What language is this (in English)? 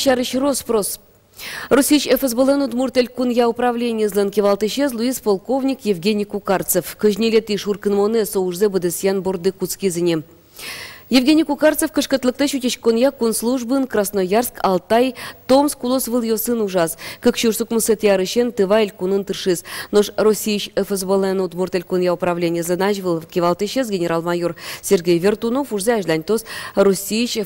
Udmurt